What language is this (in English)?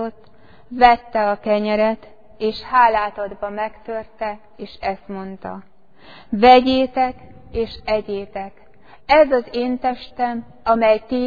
Hungarian